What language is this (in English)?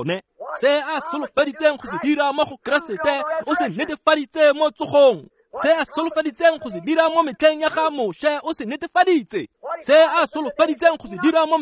Tswana